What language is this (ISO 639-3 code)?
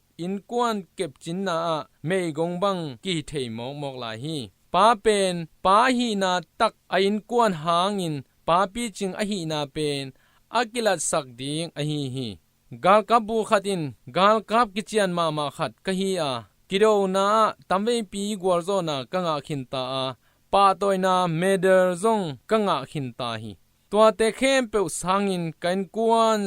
ctd